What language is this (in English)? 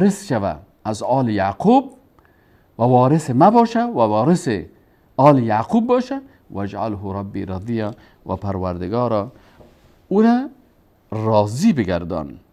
Persian